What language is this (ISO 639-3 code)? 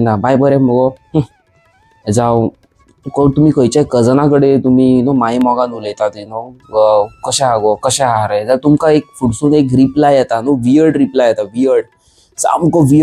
kok